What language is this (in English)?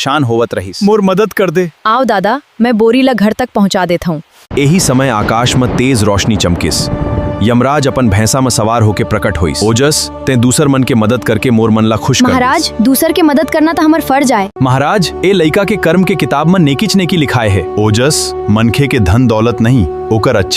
Chhattisgarhi